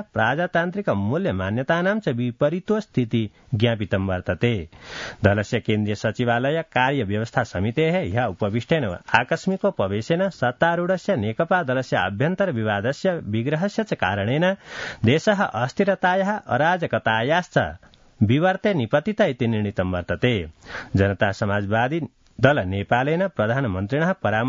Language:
Sanskrit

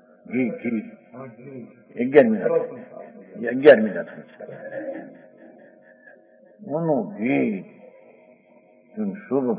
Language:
Gujarati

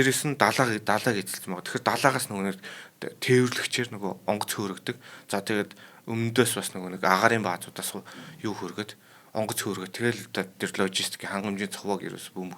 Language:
Mongolian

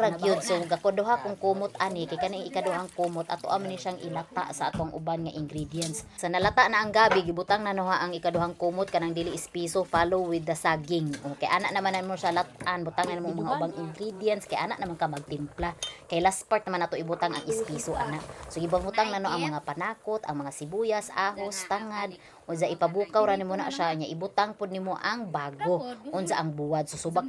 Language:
Cebuano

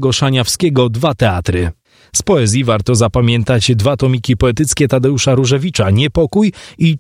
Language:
Polish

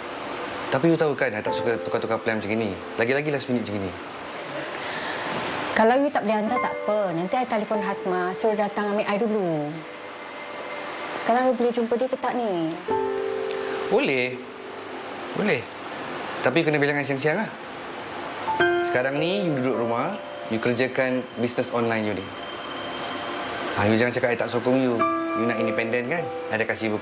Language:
Malay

